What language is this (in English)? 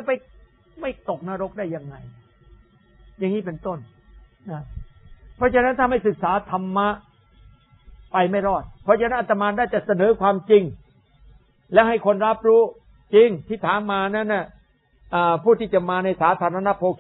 Thai